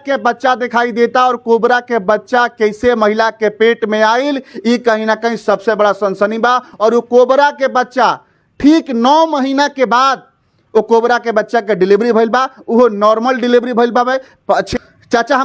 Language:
Bhojpuri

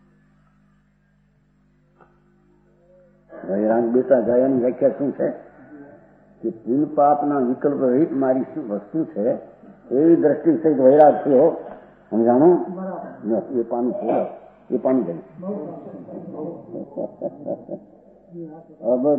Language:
Gujarati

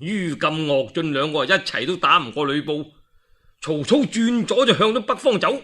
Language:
Cantonese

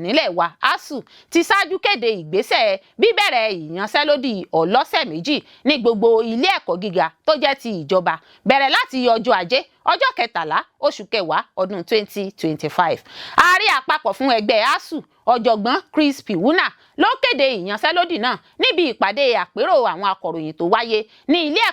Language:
Yoruba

